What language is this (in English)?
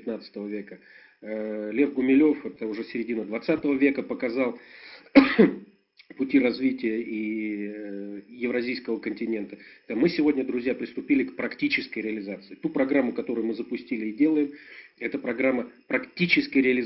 Russian